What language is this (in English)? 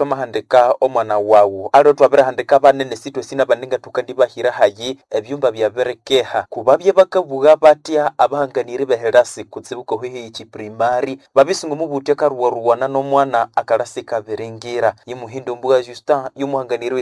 Nande